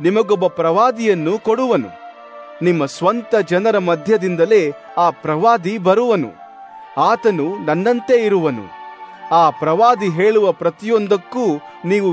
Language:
Kannada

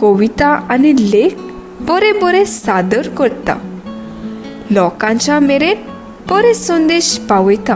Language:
Konkani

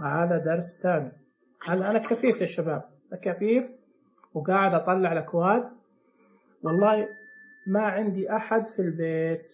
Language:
Najdi Arabic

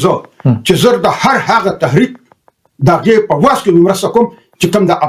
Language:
Pashto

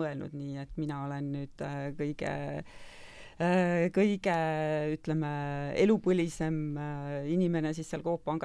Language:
Estonian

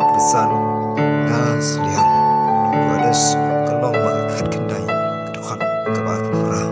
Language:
Khasi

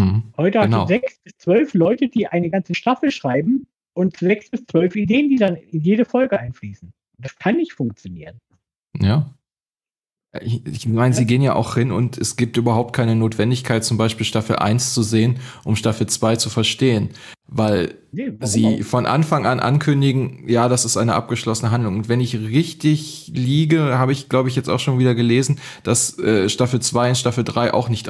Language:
German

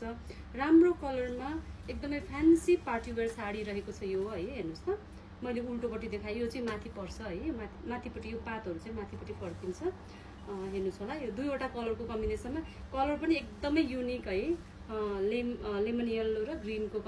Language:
Nepali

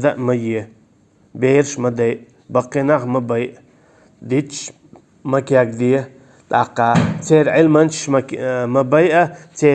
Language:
Chechen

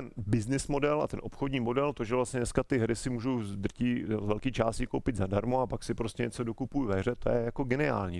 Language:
Czech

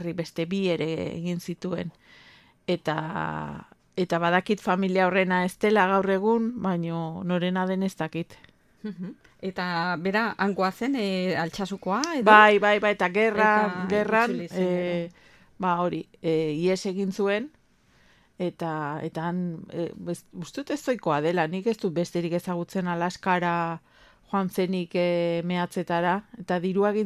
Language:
Basque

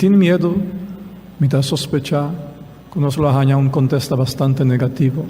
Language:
Papiamento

